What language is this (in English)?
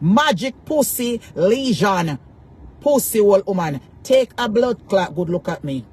Jamaican Creole English